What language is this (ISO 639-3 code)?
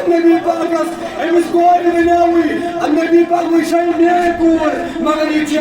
kas